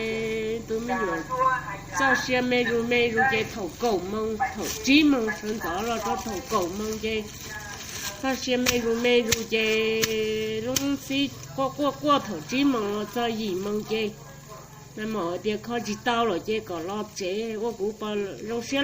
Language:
Hmong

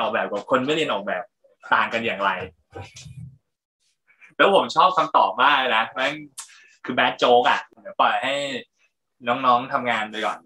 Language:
Thai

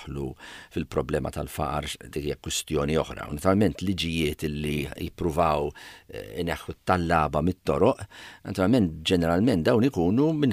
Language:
Maltese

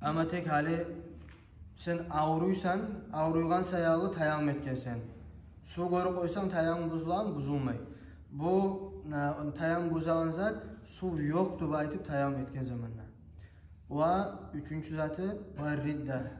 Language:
Kumyk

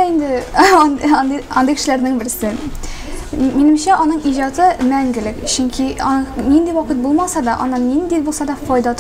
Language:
Tatar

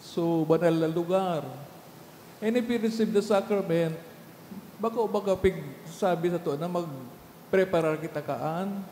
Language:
Bikol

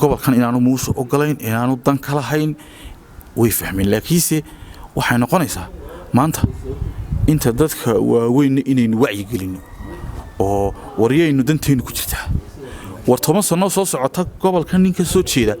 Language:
Somali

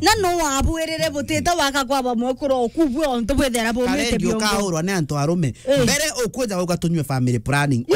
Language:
Meru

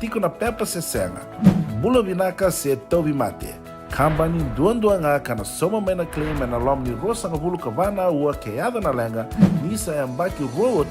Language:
Fijian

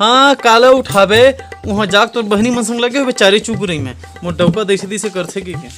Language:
Chhattisgarhi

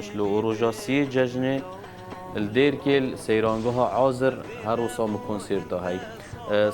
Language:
Kurdish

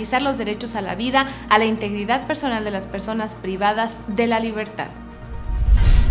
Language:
Spanish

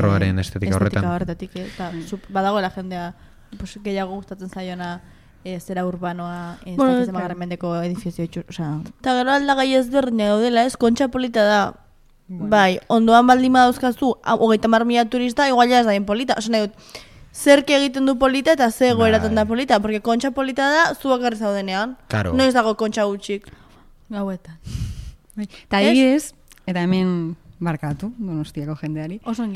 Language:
Basque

